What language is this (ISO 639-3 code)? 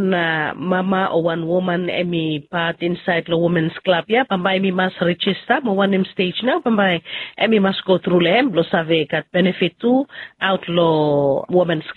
bis